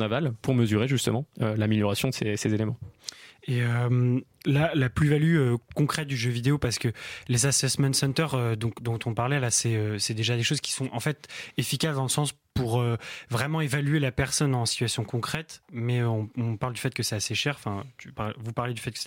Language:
French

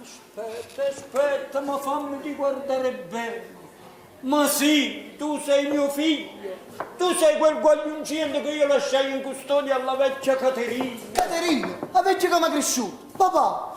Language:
Neapolitan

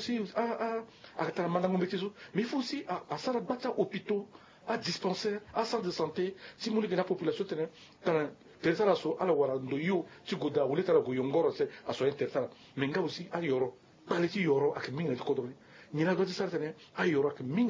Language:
Sango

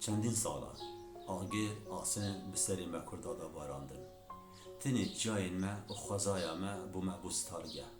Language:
Kurdish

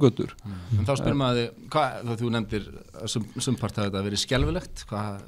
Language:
Icelandic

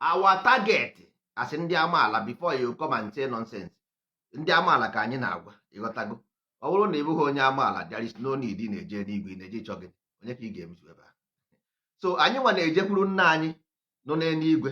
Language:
Igbo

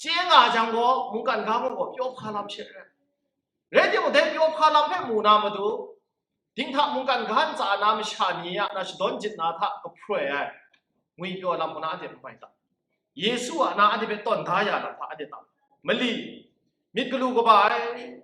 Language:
Kachin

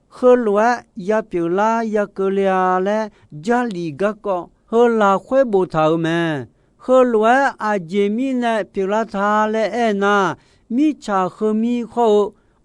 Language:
Akha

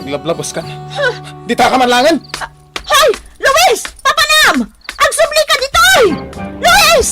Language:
Iloko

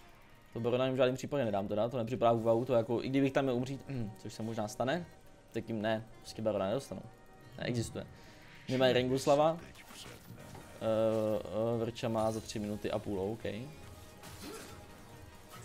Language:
Czech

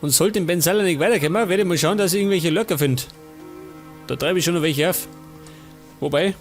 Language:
Bavarian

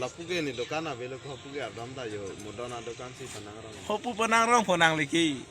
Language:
Karbi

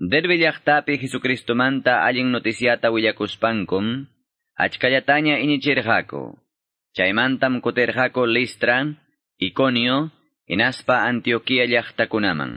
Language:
Quechua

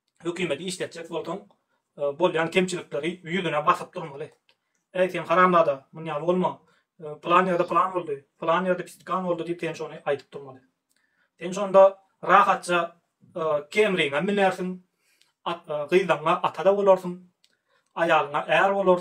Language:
Turkmen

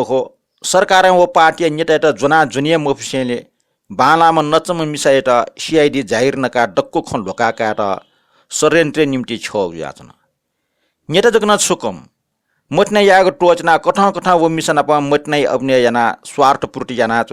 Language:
Newari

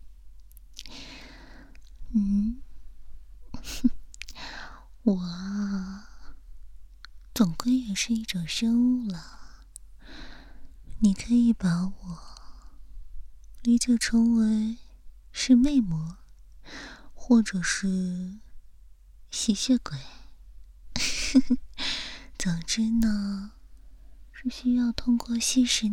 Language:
Chinese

